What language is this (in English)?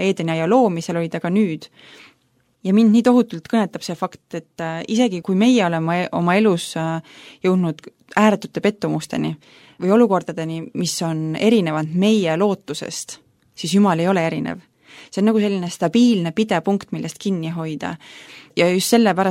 Estonian